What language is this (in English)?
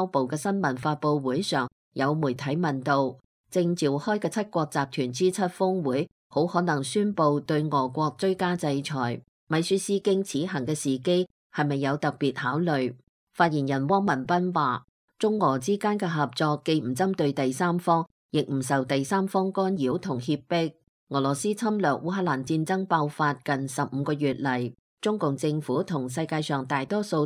Cantonese